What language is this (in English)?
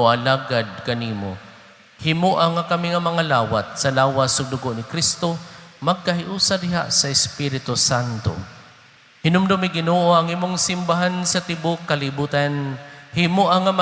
Cebuano